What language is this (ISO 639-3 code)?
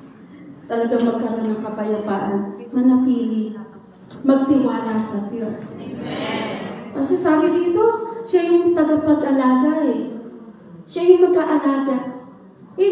fil